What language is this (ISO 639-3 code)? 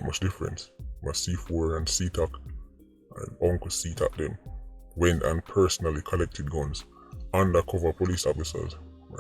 jam